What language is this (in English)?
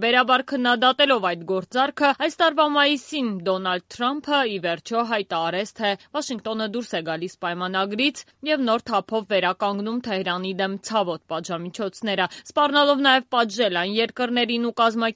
Armenian